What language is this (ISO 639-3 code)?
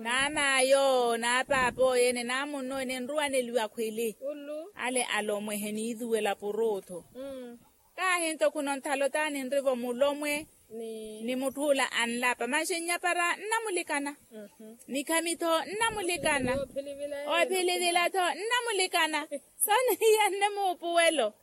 vmw